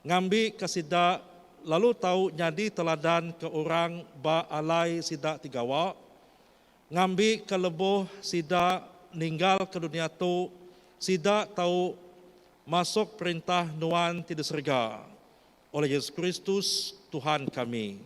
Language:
Iban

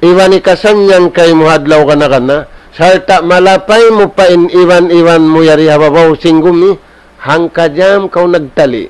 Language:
Tausug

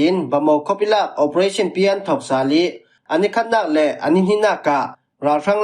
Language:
Falam Chin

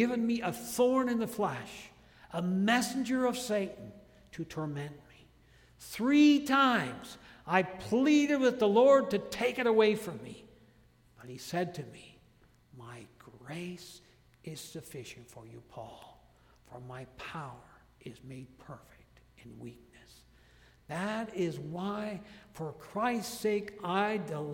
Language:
English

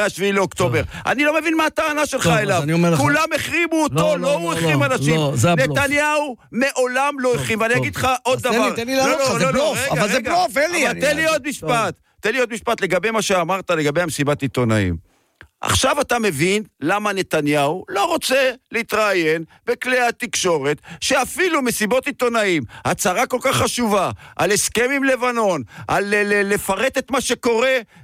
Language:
Hebrew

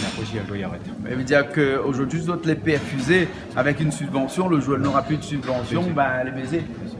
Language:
Réunion Creole French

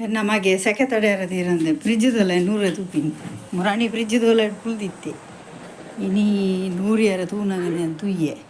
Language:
Tulu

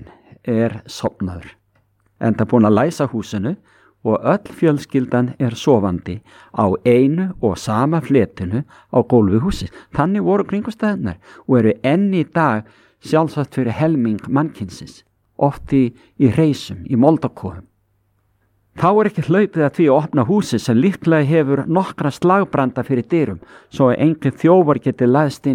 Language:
Icelandic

